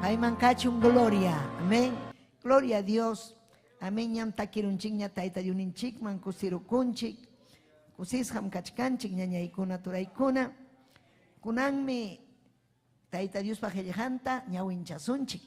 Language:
Ayacucho Quechua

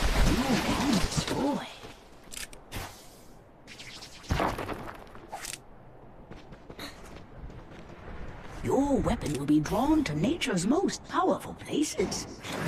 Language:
English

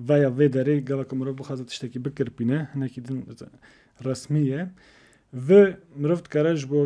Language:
Kurdish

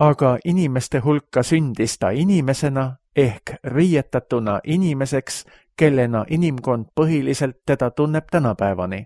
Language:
Estonian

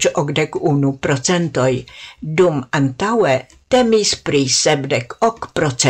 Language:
Esperanto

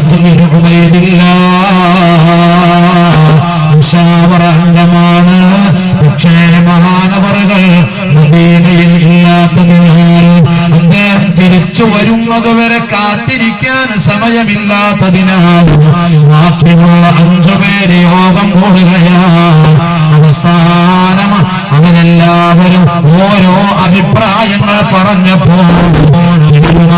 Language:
Malayalam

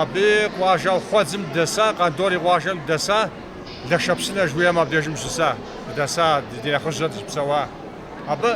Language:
Kabardian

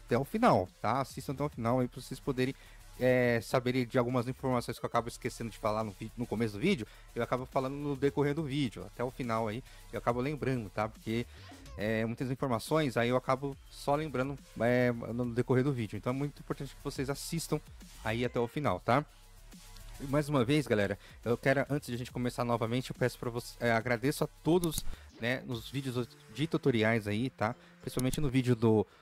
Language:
Portuguese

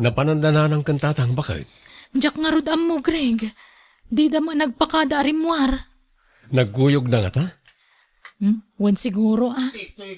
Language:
Iloko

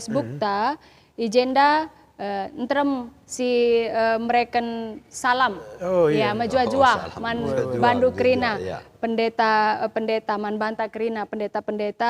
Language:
Batak Karo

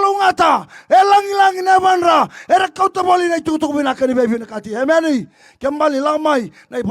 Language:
Fijian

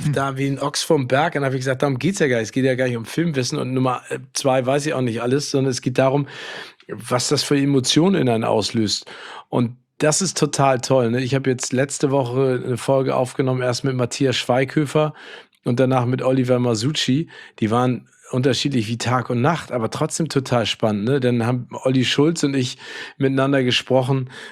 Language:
German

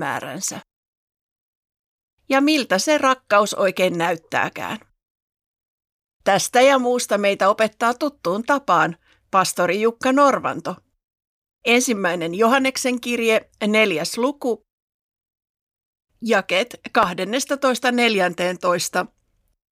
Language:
Finnish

